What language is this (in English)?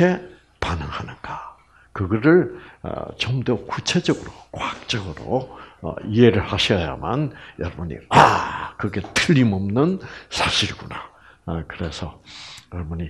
Korean